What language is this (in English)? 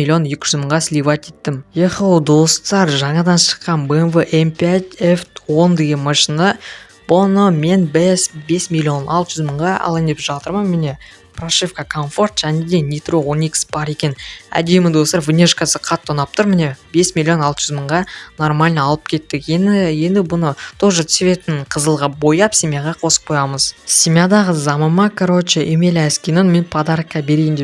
Kazakh